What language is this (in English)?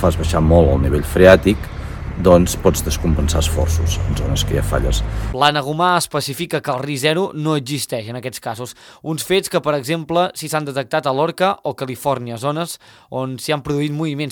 Catalan